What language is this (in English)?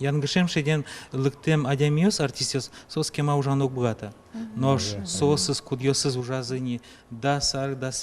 Udmurt